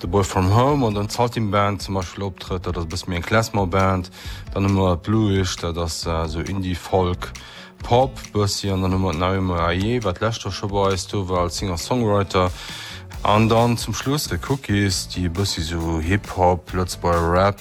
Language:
Luxembourgish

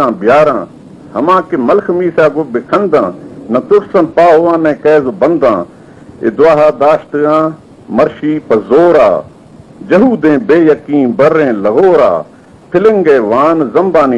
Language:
Baluchi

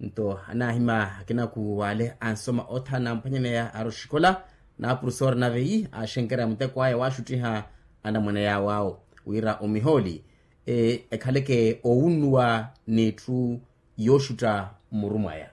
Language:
Makhuwa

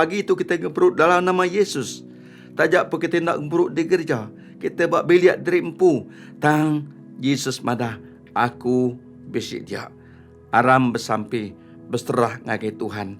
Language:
Iban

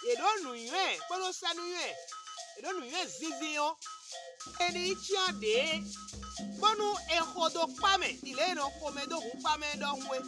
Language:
Fon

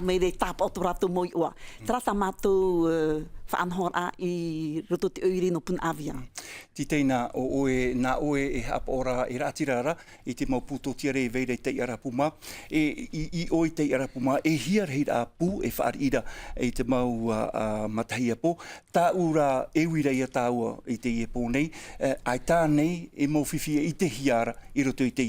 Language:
Tahitian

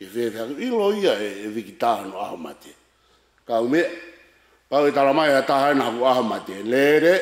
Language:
Tongan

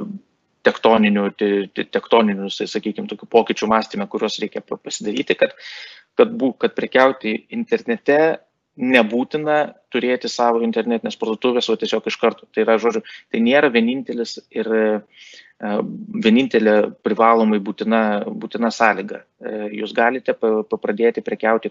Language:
Lithuanian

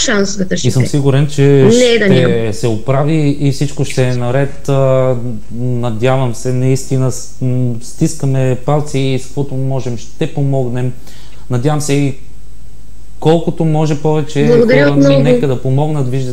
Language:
Bulgarian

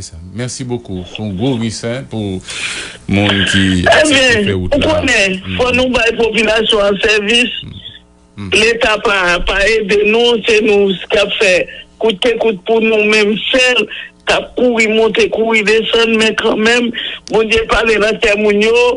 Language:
Haitian Creole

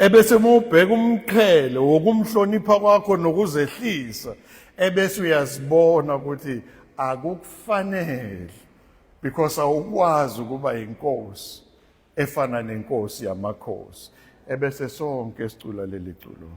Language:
Zulu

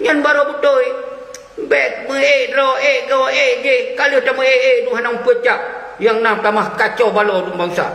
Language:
Achinese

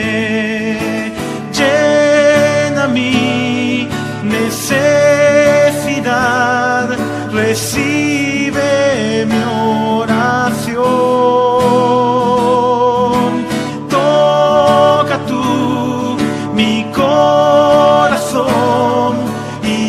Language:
Spanish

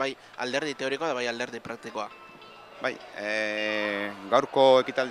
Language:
Basque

